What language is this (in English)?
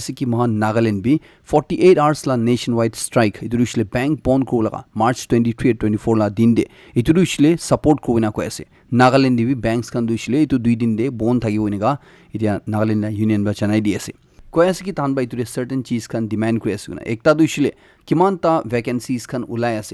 Naga Pidgin